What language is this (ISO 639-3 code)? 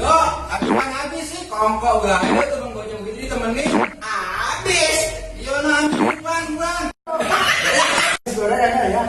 bew